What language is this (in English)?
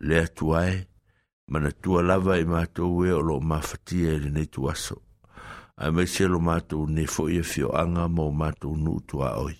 Samoan